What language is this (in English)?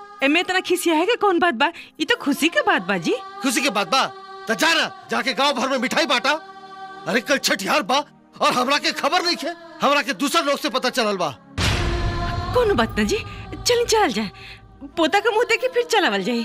Bhojpuri